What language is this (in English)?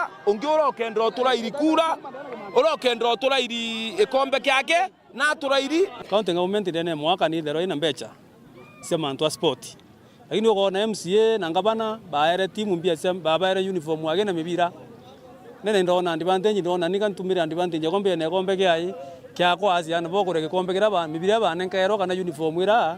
Meru